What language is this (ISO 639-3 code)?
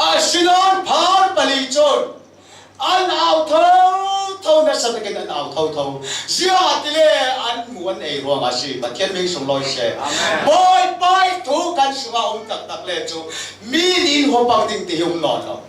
cfm